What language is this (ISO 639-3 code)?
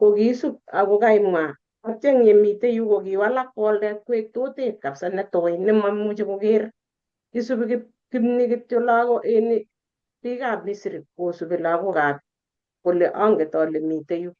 kln